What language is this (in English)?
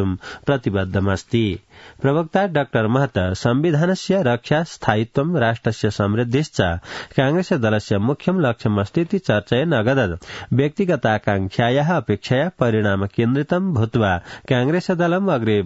Sanskrit